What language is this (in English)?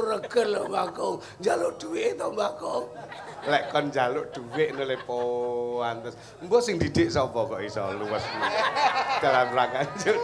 Javanese